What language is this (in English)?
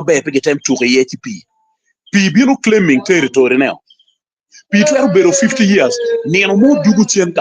Acoli